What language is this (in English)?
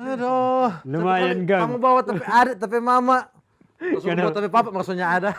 Manado Malay